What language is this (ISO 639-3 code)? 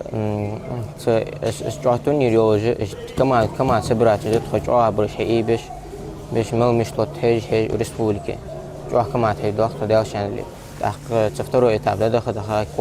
inh